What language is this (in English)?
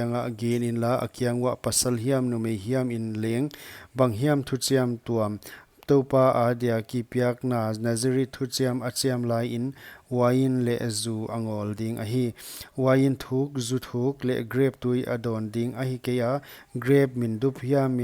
Paite Chin